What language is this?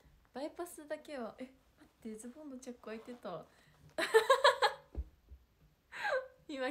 Japanese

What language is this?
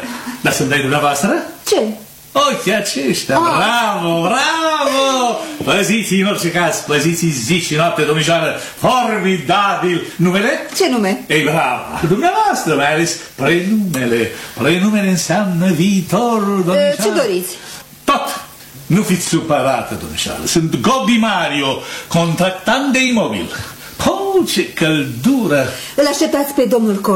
Romanian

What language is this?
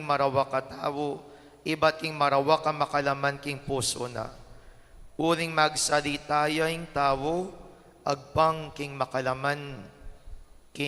Pampanga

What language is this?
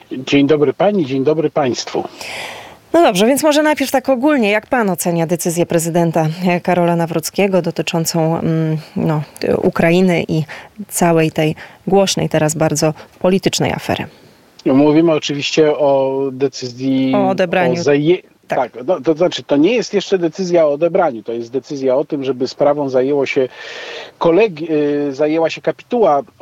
Polish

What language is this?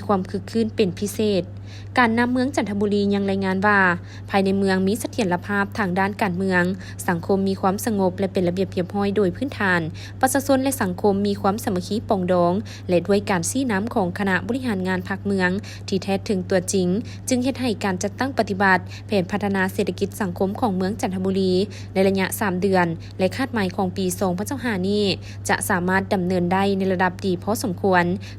Lao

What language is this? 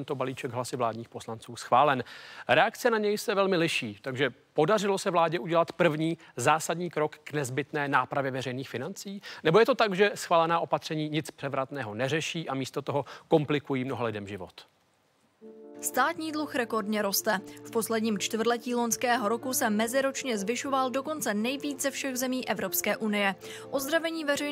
Czech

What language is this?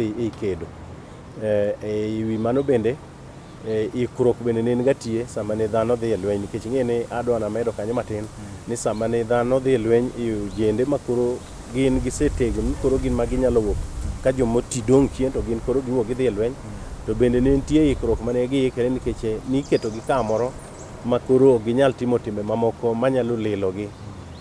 Luo (Kenya and Tanzania)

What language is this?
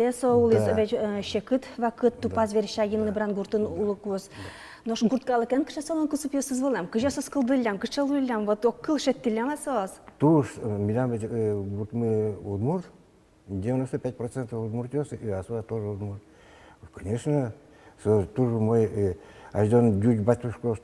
Udmurt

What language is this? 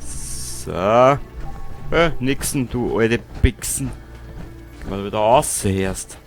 Bavarian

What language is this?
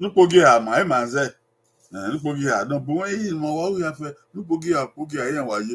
Bini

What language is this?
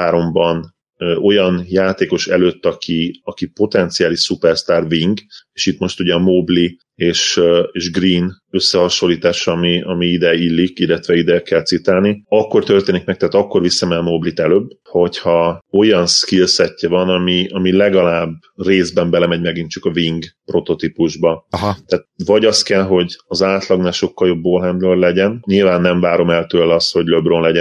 Hungarian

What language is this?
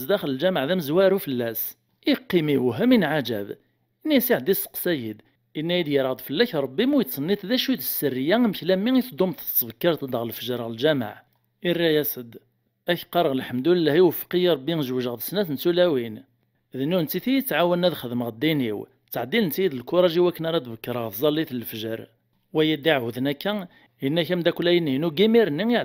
Kabyle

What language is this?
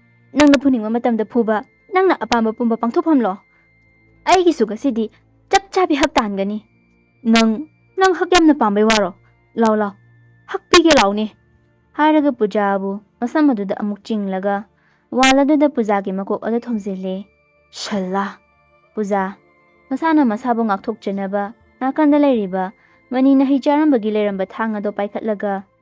Manipuri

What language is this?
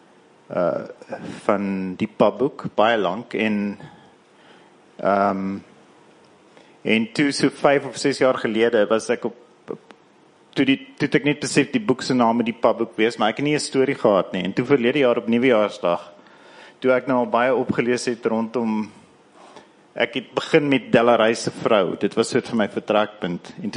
Afrikaans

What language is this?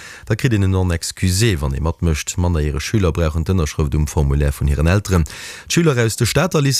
Luxembourgish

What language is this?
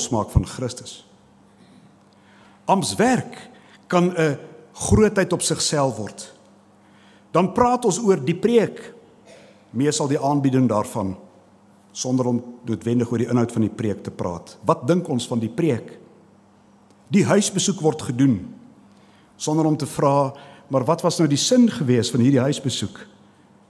Afrikaans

